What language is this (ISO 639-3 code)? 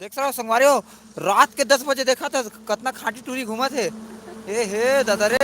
hne